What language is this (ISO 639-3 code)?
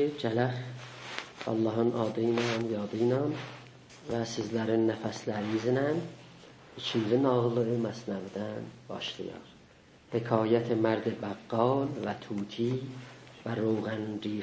azb